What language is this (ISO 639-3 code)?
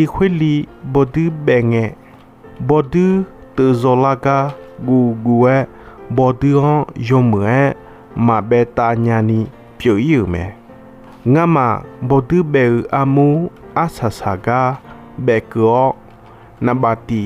ahk